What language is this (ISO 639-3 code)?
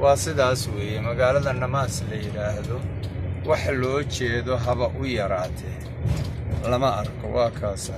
som